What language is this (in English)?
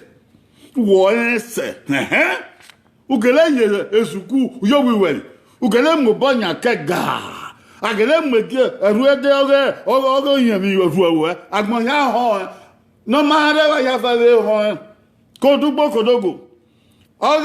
Bini